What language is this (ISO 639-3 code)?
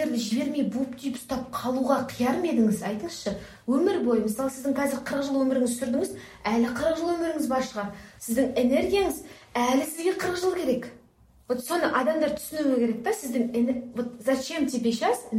kaz